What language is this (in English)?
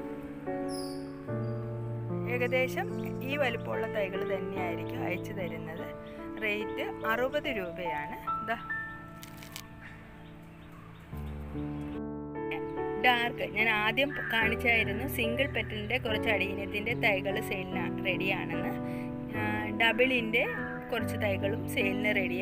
Malayalam